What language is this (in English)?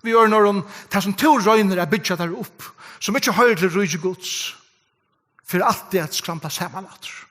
Faroese